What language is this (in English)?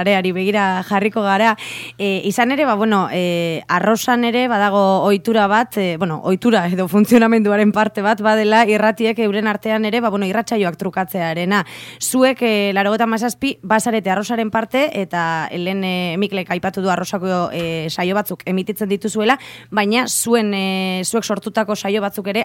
Basque